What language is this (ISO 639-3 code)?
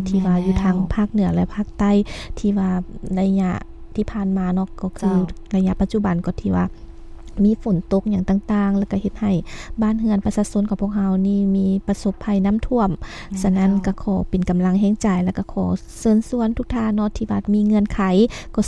lao